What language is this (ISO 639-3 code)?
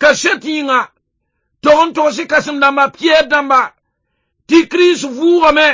mos